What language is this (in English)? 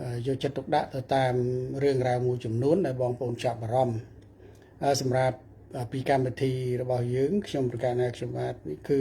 Khmer